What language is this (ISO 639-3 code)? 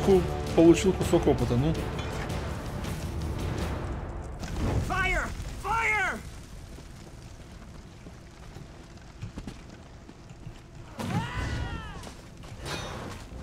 rus